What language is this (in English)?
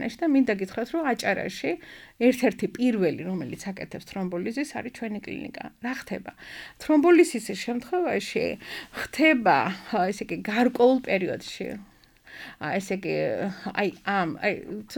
Georgian